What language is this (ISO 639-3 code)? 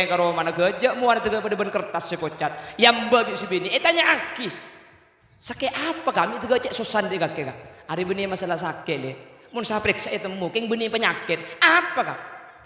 mad